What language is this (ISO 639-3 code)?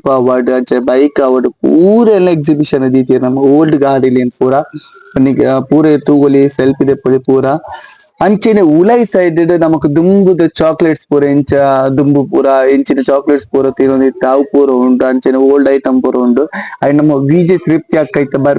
tcy